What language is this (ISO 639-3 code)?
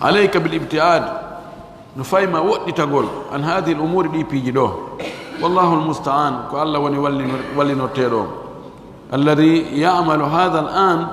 fuf